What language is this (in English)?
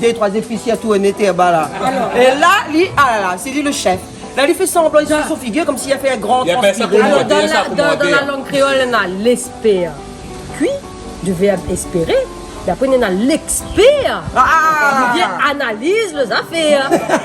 Réunion Creole French